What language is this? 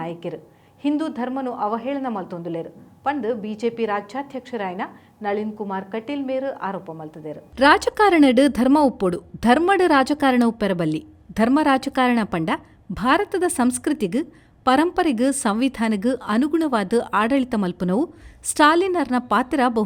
Tulu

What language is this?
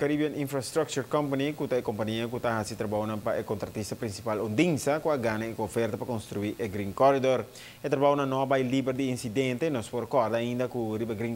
Papiamento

